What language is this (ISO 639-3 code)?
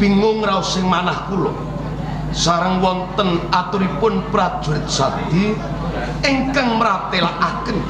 jav